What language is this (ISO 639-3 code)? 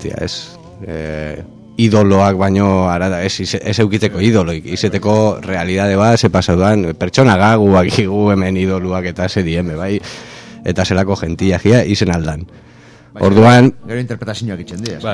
eus